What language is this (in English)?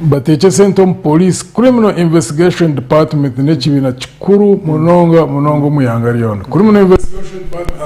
Nyankole